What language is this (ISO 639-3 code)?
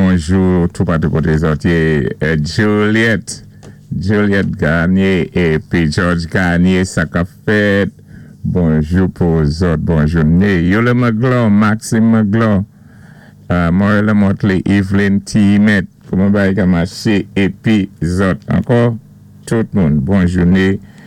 acf